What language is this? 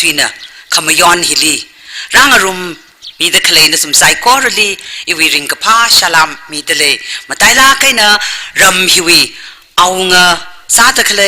Tangkhul Naga (India)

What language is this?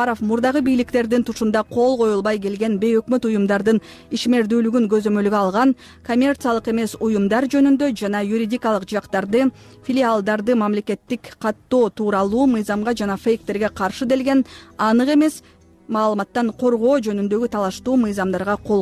Kyrgyz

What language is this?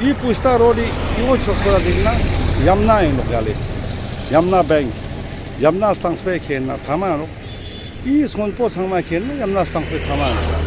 Ladakhi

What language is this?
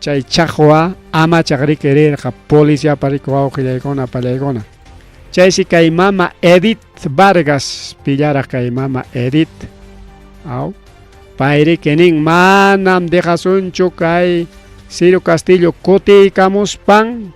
Ayacucho Quechua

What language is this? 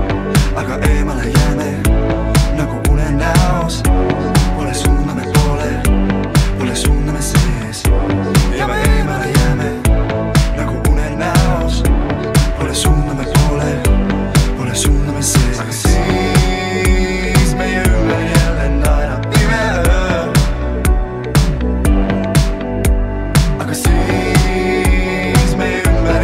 Estonian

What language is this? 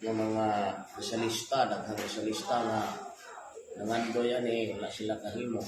Cebuano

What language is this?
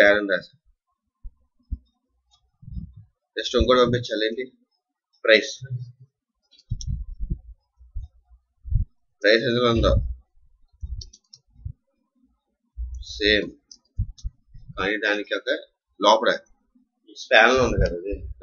Telugu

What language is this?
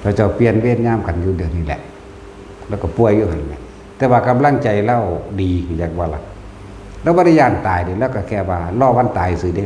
Northeastern Thai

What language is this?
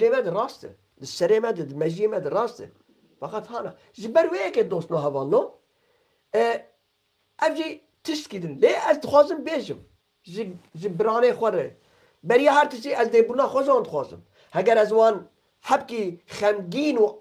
Kurdish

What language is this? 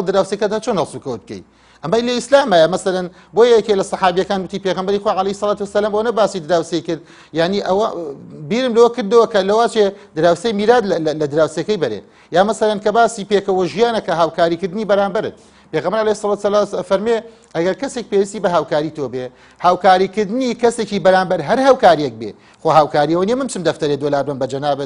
Central Kurdish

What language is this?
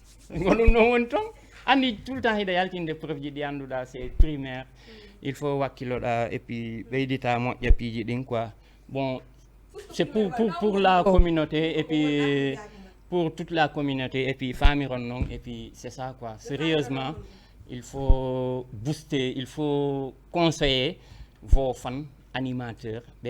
Fula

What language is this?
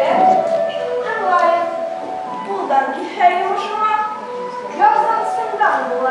Bashkir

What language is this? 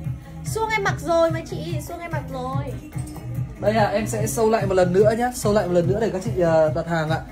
Vietnamese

